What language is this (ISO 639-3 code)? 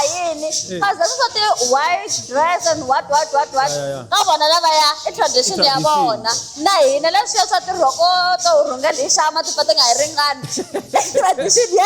tso